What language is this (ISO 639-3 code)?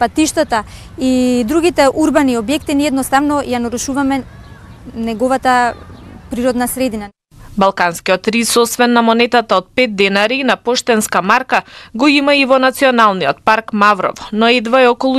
mkd